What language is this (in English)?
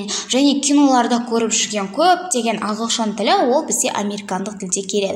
Kazakh